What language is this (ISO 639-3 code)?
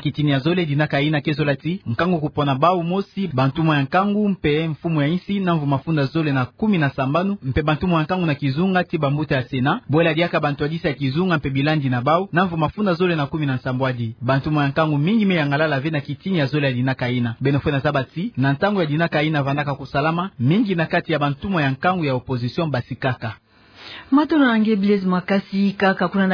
ktu